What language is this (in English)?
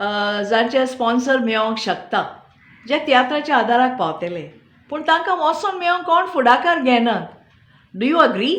Konkani